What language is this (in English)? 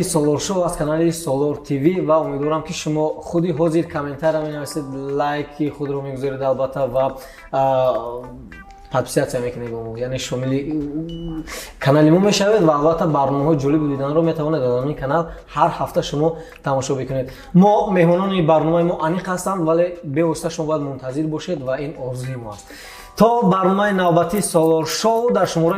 Tajik